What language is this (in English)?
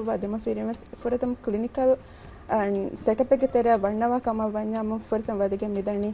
Divehi